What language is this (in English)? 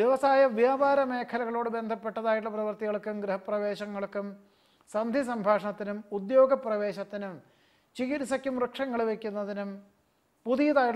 Malayalam